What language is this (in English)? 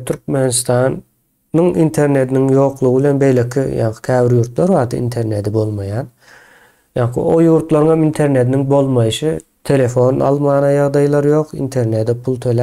Turkmen